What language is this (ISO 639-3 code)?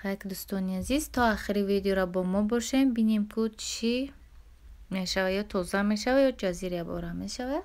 tgk